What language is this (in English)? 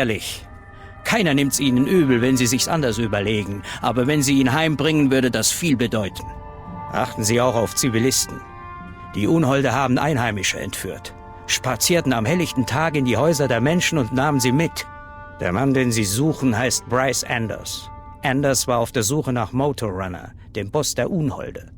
Bavarian